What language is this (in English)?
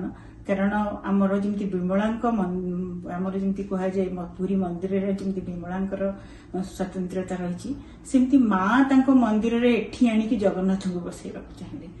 Odia